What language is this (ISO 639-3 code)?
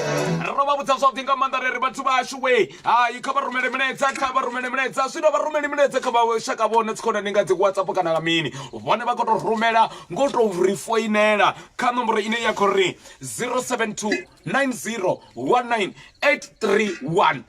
ven